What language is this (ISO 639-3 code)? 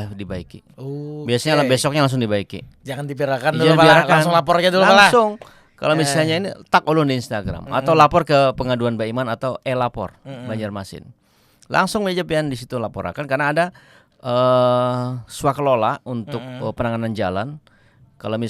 bjn